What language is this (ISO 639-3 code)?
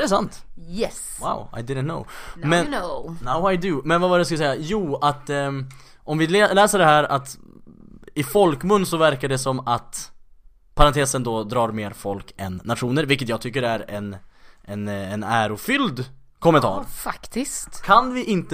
swe